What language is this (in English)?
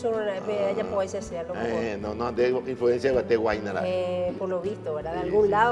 Guarani